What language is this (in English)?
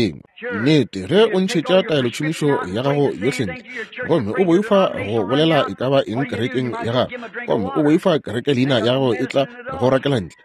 Northern Sotho